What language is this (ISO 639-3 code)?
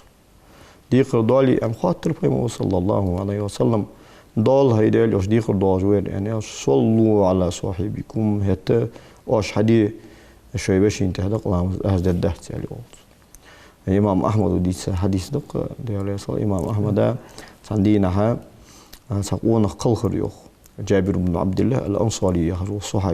inh